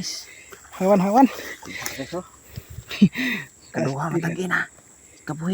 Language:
Cebuano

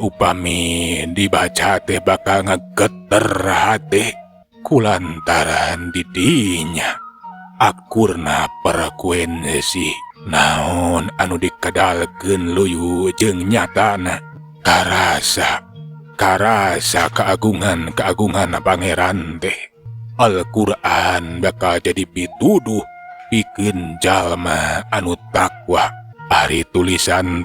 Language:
Sundanese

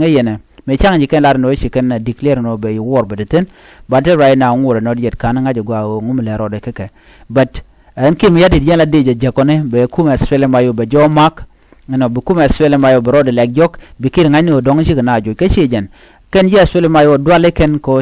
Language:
Nuer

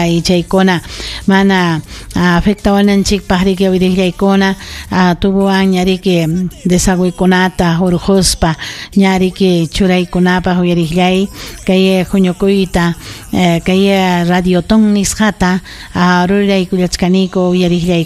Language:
Ayacucho Quechua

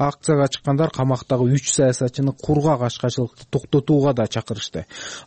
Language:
Kyrgyz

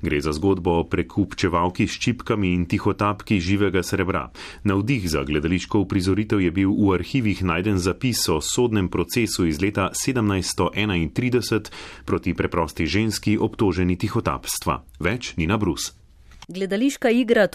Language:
Slovenian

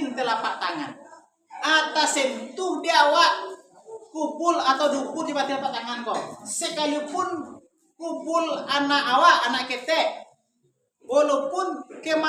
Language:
Minangkabau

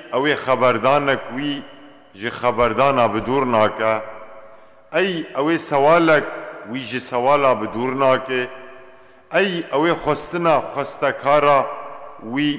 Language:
Kurdish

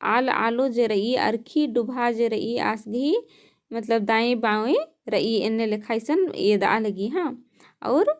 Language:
Kurukh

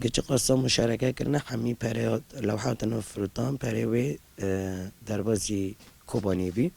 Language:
Kurdish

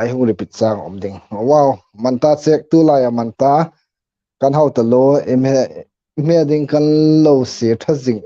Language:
Hmar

